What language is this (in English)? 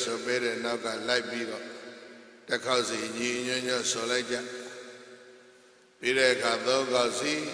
Burmese